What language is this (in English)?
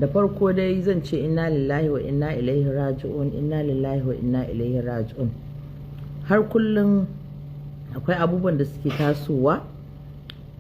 Hausa